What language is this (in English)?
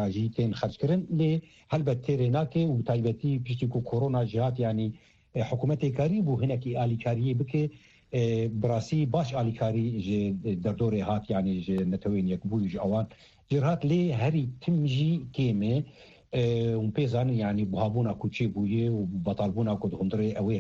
Kurdish